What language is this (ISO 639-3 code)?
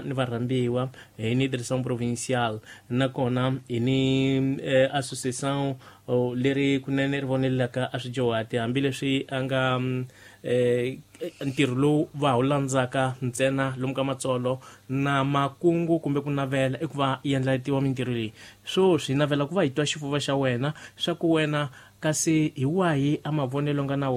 tso